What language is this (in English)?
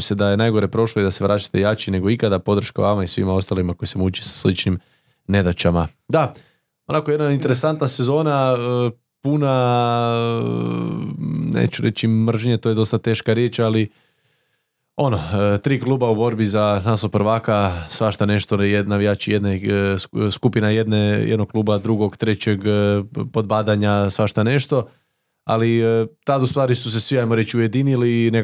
Croatian